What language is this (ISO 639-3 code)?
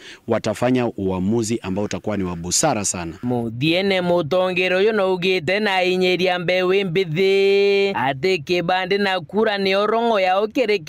mer